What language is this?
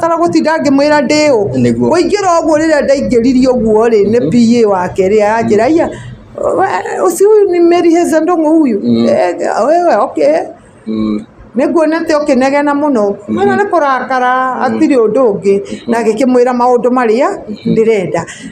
Kikuyu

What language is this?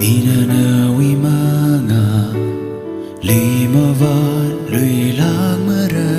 Tangkhul Naga (India)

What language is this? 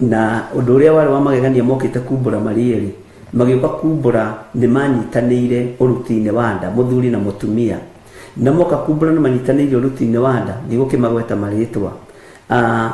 Kikuyu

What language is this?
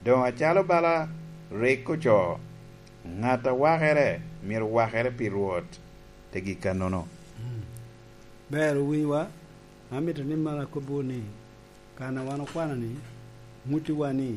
Lango (Uganda)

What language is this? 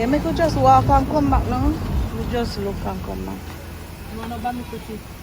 Jamaican Creole English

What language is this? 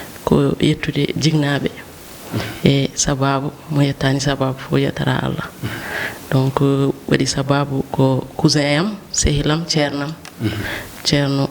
Fula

